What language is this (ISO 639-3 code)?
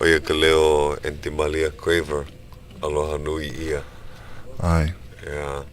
haw